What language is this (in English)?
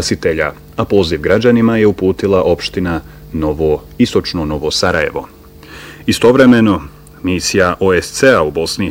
Bosnian